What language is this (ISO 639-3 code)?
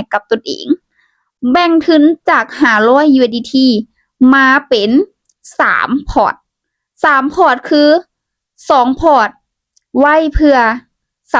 lao